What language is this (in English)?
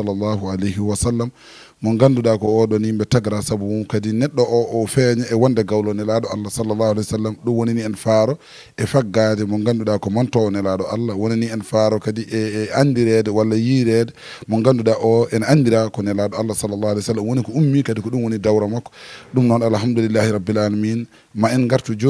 Fula